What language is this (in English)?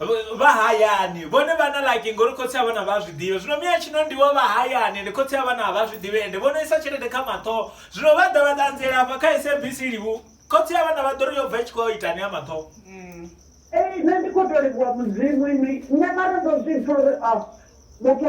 Venda